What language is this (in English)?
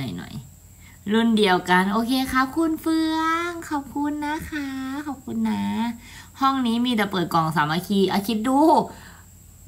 Thai